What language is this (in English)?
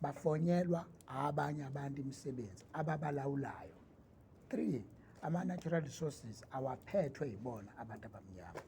Zulu